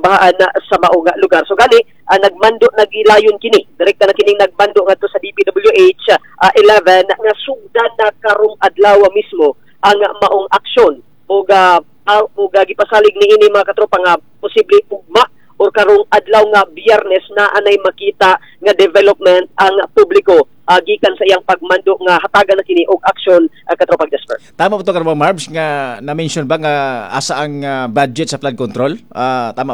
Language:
Cebuano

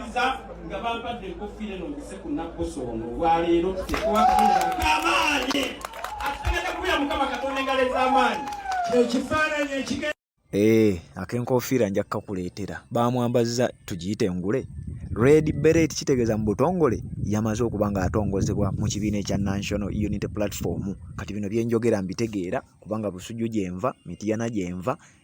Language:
Ganda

